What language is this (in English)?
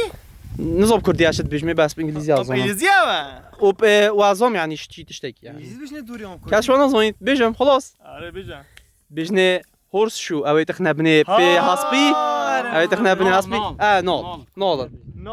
Kurdish